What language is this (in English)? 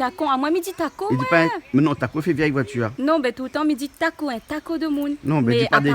Réunion Creole French